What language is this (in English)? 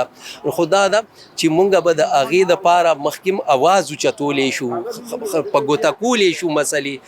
Pashto